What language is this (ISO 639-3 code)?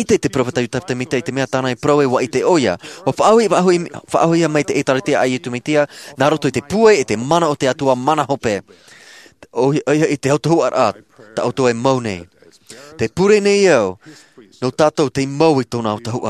tah